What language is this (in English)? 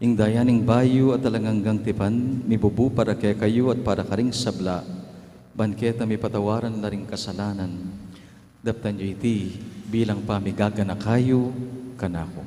Pampanga